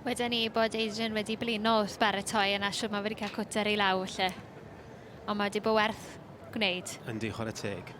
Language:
Welsh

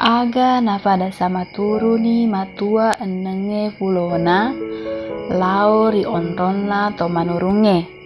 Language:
Buginese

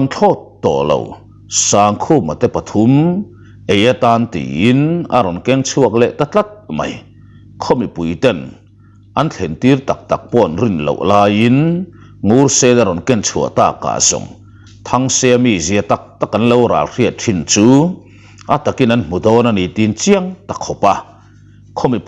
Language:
Mizo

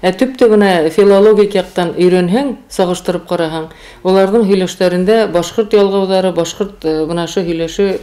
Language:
Bashkir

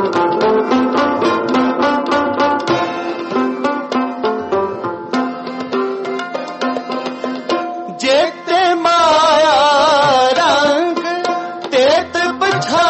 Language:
Hindi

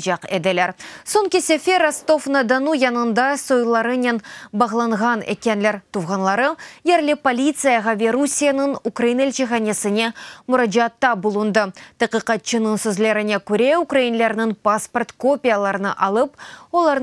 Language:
Crimean Tatar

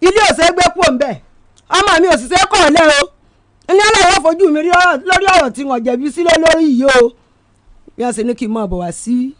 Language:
Yoruba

